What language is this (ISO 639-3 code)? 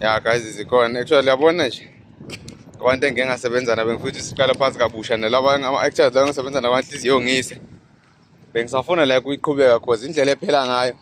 zul